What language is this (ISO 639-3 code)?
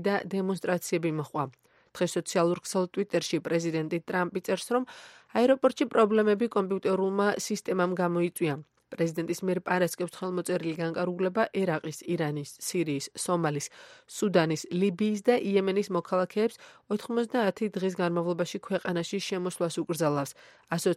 kat